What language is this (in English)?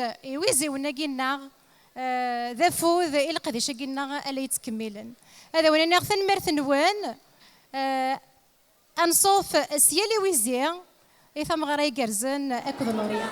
Kabyle